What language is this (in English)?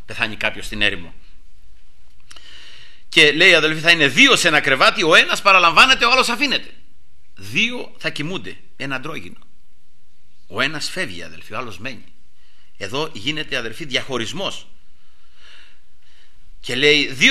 Greek